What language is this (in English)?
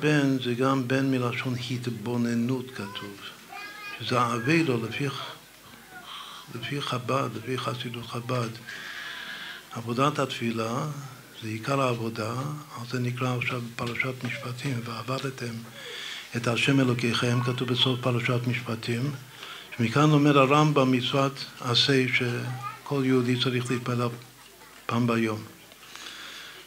Hebrew